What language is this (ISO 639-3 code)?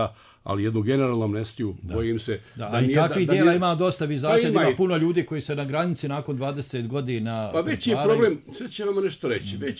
bos